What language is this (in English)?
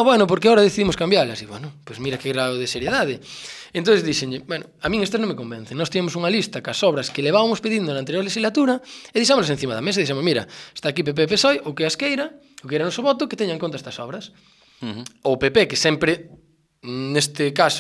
Galician